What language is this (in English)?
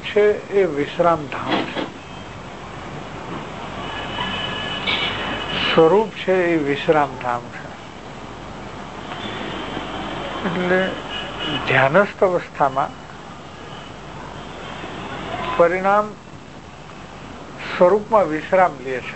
Gujarati